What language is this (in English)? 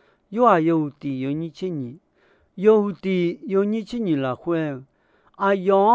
Akha